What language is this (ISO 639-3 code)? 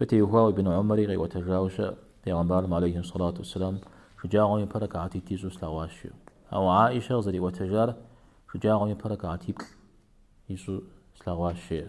kbd